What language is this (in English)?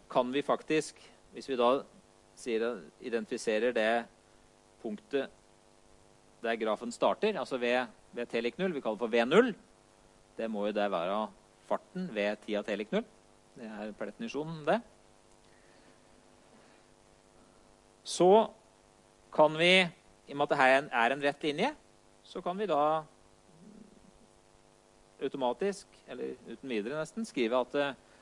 Norwegian